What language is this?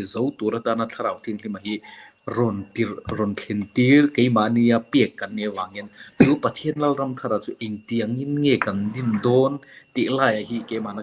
Mizo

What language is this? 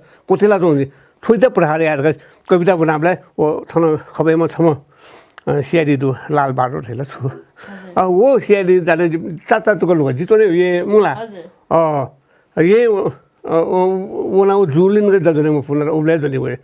Newari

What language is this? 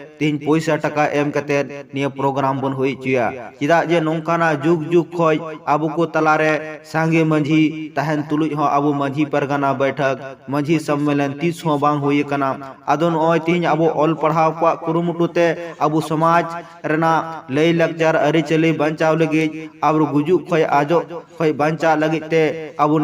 Santali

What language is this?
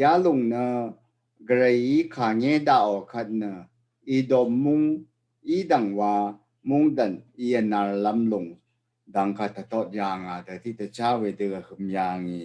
Rawang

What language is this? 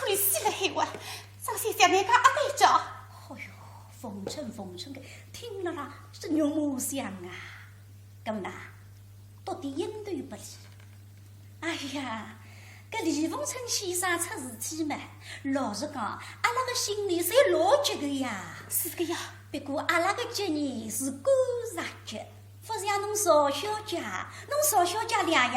Wu Chinese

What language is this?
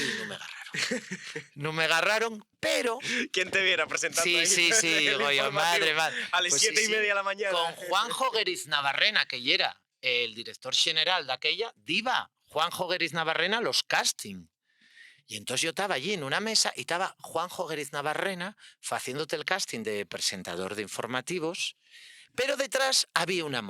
Asturian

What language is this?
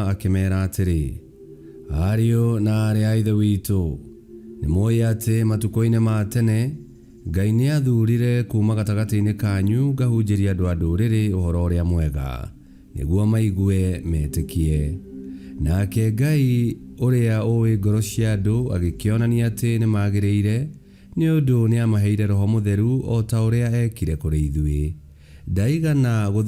Kikuyu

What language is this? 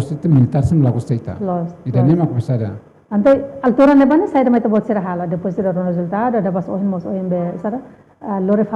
Tetum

